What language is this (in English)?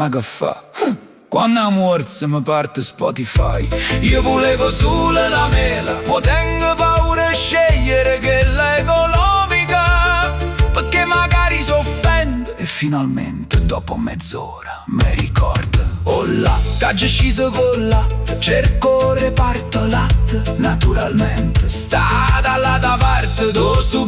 Neapolitan